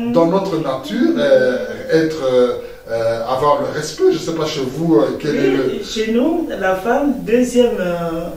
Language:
French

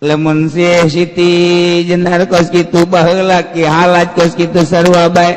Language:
Sundanese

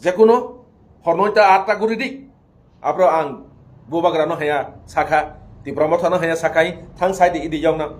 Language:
Kok Borok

